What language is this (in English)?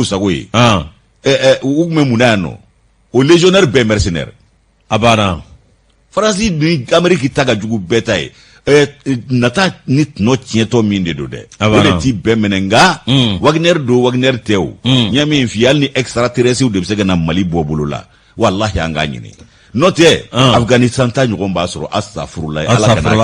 Bambara